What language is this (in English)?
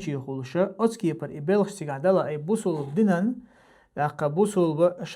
Chechen